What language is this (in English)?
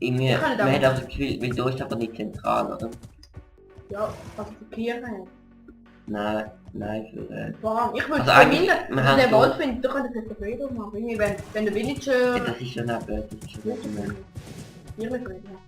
Swiss German